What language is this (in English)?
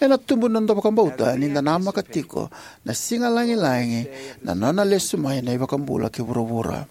Fijian